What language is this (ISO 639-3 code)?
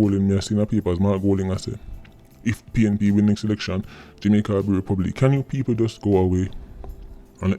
jam